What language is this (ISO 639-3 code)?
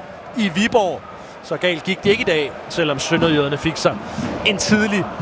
dan